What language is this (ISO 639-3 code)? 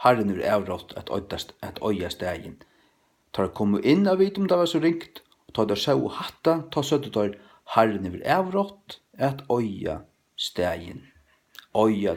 fao